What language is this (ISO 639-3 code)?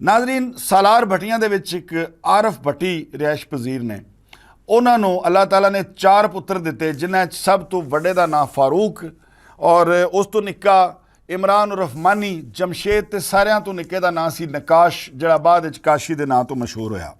lah